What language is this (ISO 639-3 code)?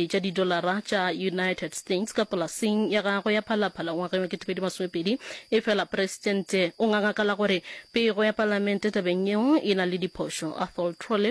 nso